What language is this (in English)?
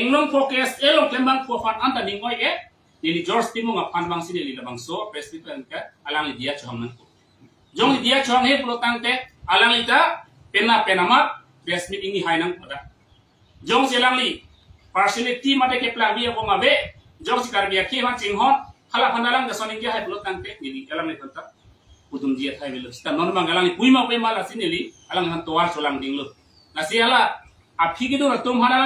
Karbi